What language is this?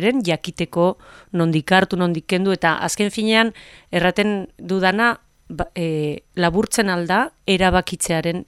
Basque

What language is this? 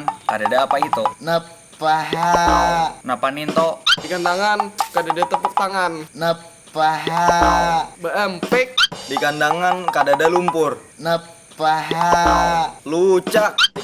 Banjar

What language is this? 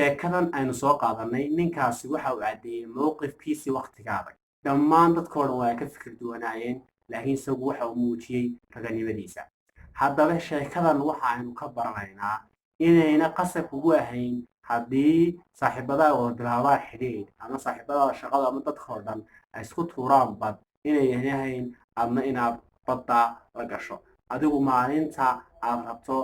Somali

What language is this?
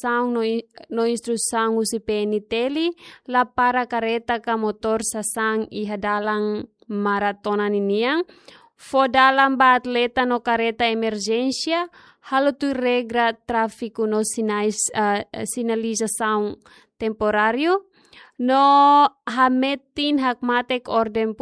Tetum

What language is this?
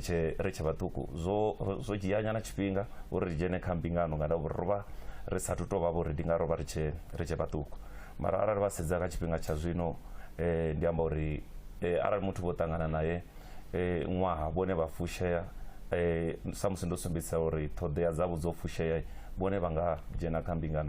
Venda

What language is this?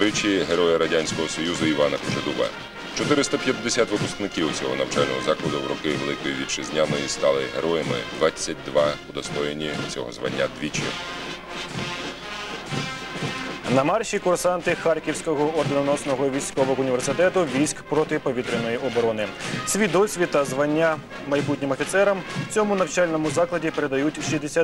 Ukrainian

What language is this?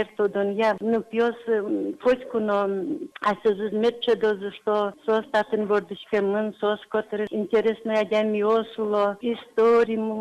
Udmurt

